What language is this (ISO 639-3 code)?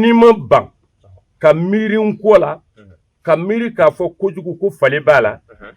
bam